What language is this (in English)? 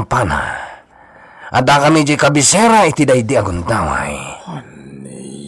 Iloko